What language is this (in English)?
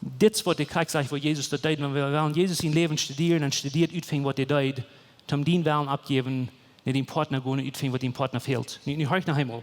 Plautdietsch